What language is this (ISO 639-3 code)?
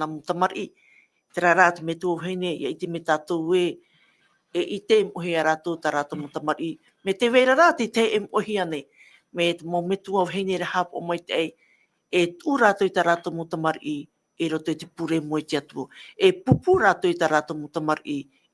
tah